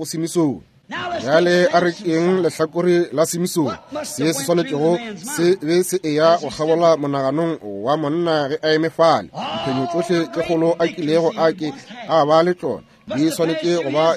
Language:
Northern Sotho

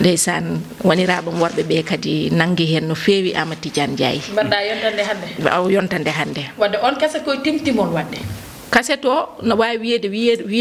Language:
Fula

